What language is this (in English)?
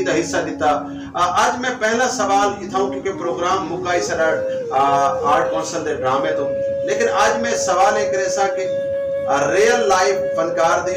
Saraiki